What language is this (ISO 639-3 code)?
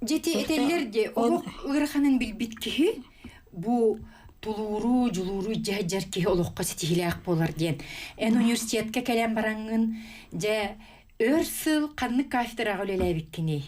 sah